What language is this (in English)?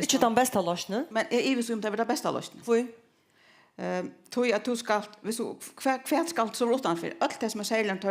Faroese